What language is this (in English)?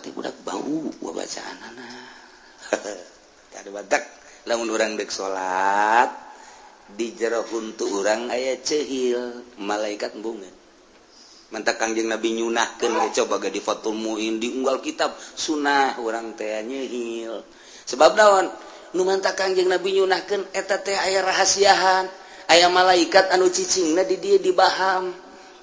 Sundanese